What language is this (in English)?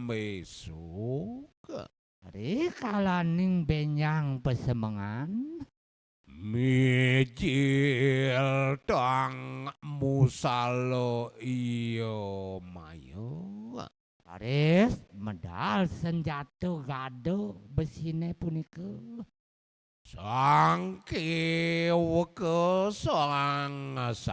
Balinese